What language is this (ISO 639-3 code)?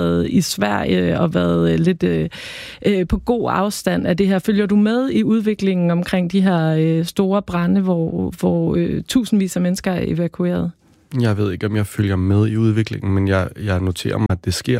dan